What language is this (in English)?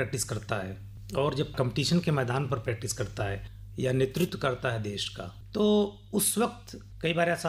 Hindi